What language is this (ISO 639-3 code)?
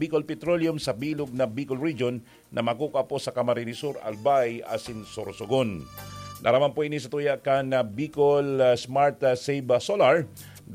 bik